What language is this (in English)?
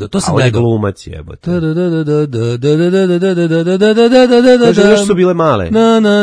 Serbian